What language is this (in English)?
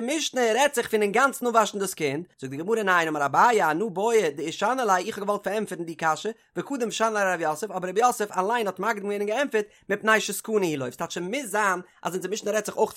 Yiddish